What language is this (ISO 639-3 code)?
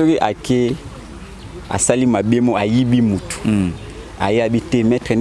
lin